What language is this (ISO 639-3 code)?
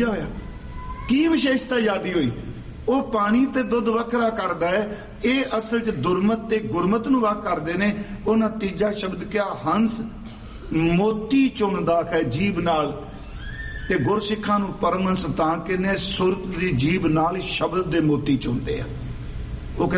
pan